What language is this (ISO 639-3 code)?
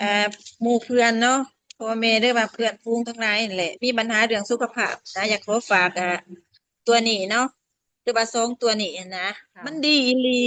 tts